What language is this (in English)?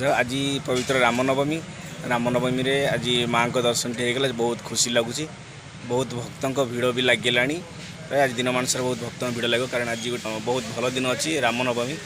Odia